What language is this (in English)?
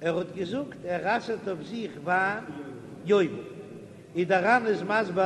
Yiddish